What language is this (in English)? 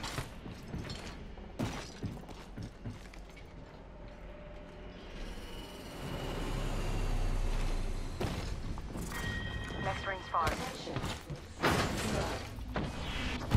English